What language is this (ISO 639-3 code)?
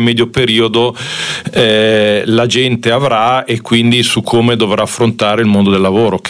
ita